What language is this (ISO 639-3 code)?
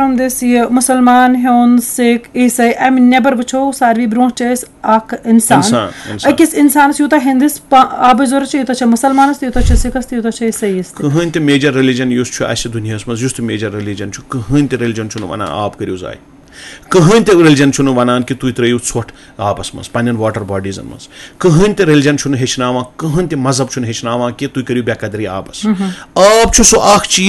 kas